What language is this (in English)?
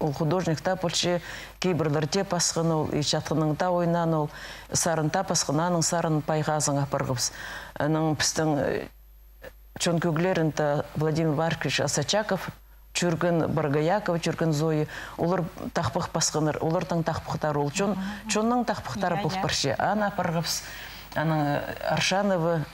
Khakas